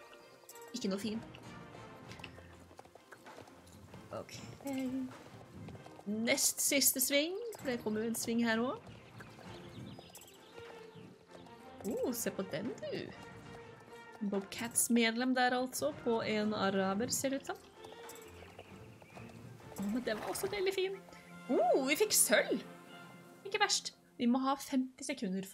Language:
Norwegian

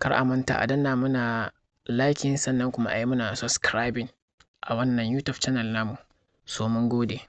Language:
Hausa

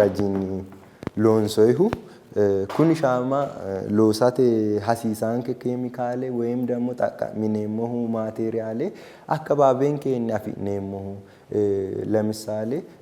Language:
Sidamo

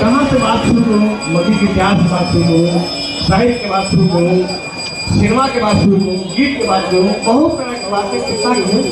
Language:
Magahi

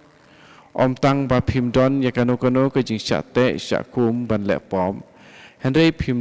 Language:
Khasi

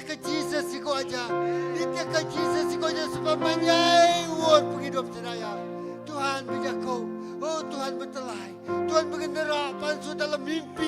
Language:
Iban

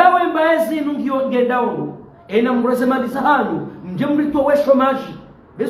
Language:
Ngazidja Comorian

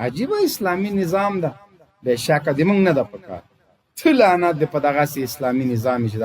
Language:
Pashto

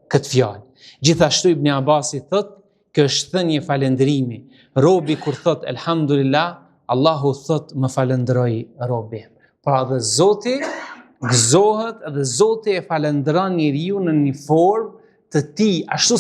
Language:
Albanian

